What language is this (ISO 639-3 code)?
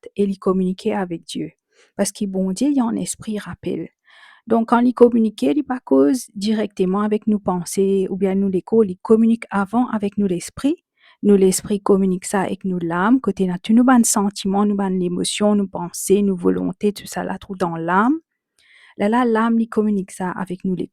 mfe